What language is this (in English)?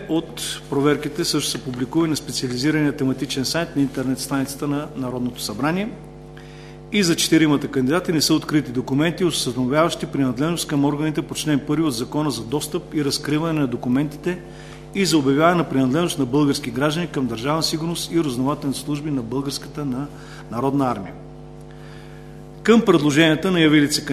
Bulgarian